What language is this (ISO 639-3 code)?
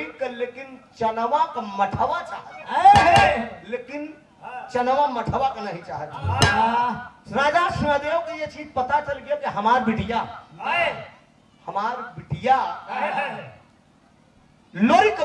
bho